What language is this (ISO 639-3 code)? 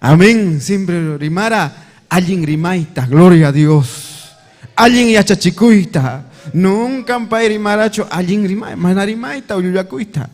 quy